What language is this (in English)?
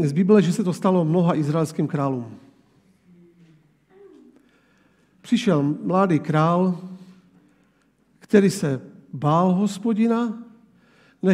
Czech